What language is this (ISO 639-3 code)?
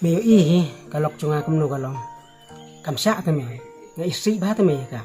kha